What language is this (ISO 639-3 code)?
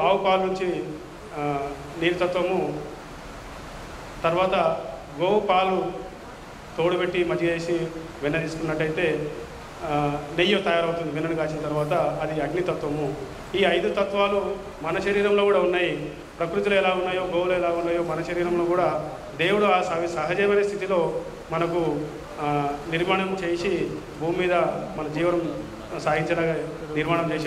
tel